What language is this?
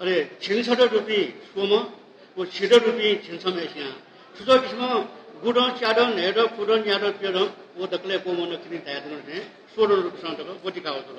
Newari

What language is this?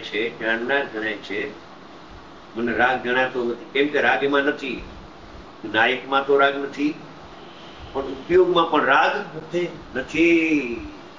Gujarati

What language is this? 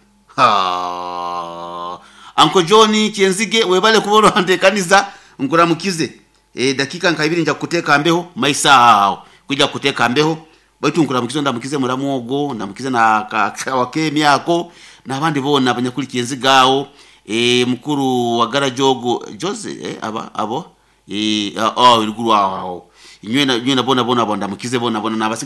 Nyoro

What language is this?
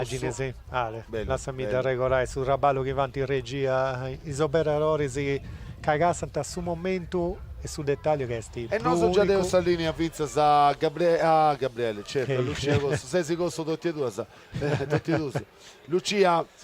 Sardinian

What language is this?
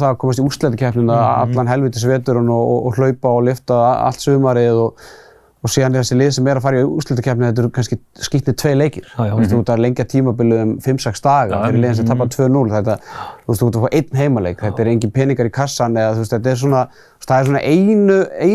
Icelandic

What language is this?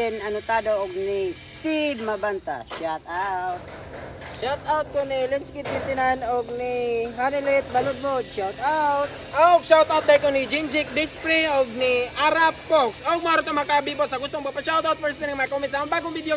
Cebuano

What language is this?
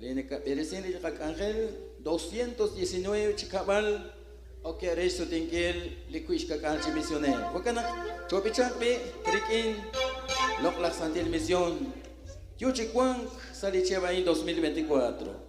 Kekchí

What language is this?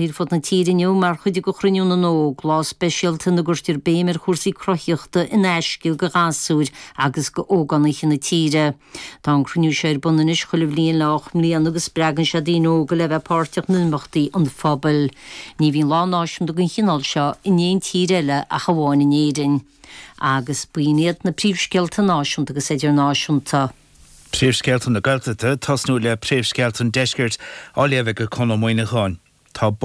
Irish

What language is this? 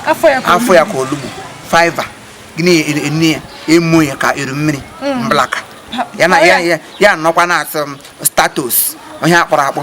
Igbo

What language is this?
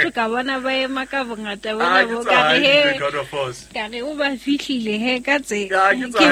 Southern Sotho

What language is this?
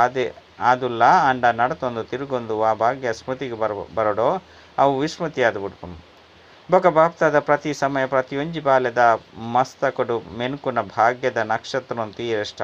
Tulu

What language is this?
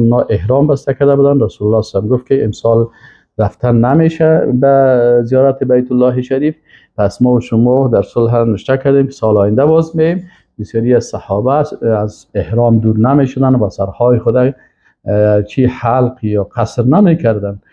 Persian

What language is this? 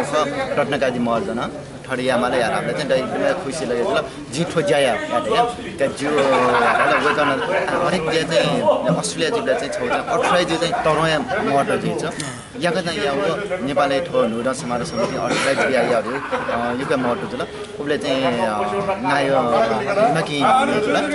Newari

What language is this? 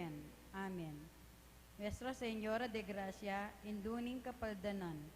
Pampanga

